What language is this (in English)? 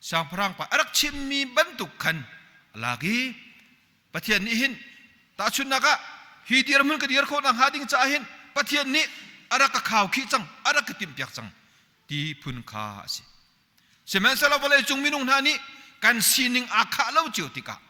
Hakha Chin